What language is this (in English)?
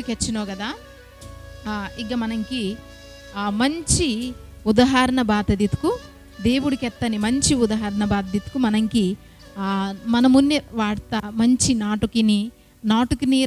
Koya